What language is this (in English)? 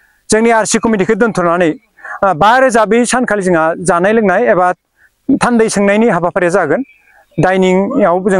Bodo